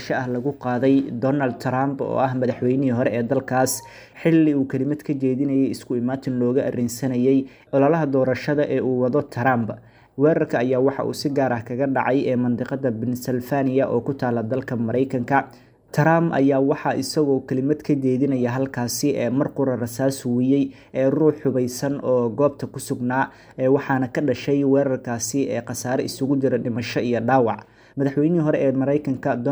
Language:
Somali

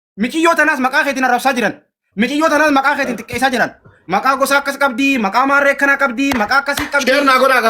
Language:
Oromo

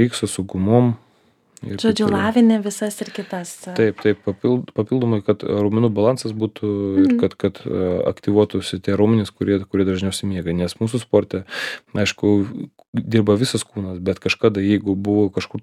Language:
Lithuanian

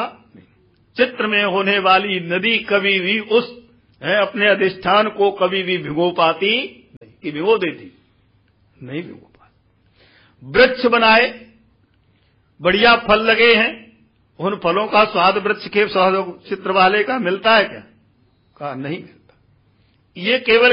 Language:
Hindi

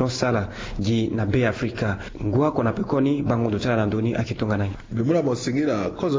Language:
Sango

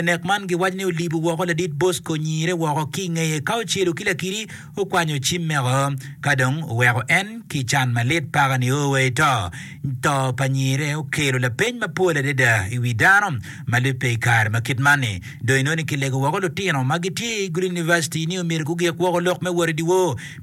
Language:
Acoli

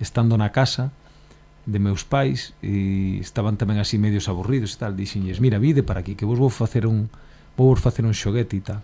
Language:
Galician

